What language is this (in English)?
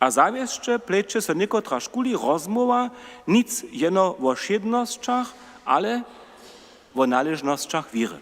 Upper Sorbian